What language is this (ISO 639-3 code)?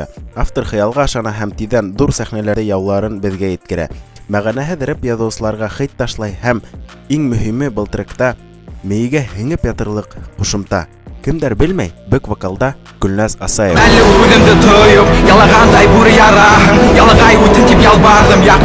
bak